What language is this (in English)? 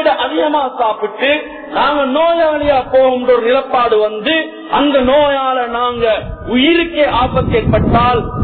Tamil